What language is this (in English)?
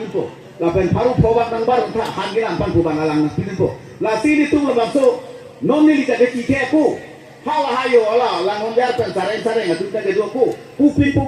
Karbi